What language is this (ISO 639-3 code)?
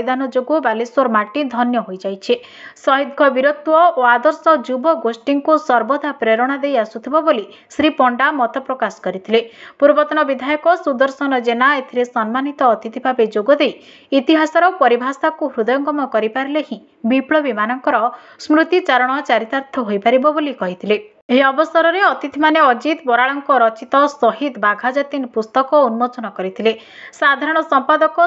ori